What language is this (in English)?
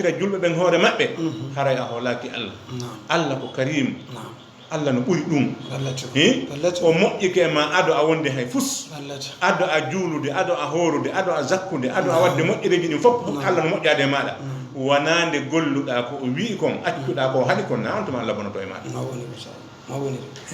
Fula